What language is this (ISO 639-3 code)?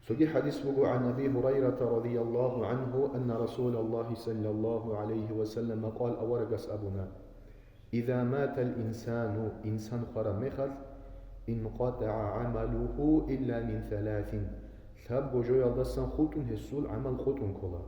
ava